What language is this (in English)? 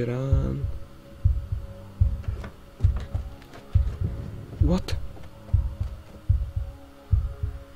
Slovak